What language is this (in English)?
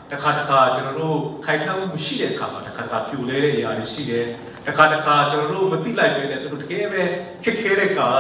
Burmese